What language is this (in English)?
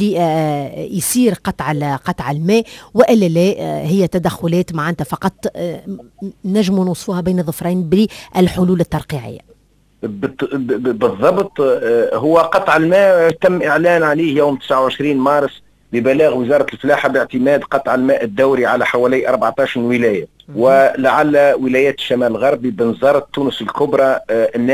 Tunisian Arabic